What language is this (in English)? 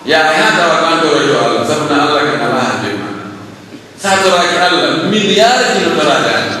Pular